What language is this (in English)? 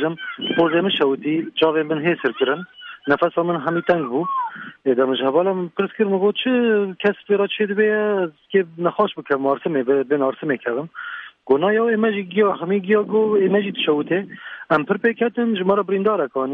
Kurdish